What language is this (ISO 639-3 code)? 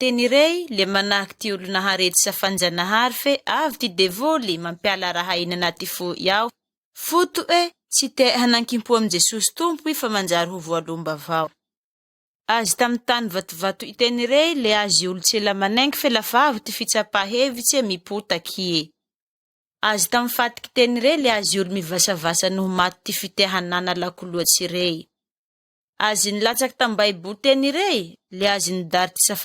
mlg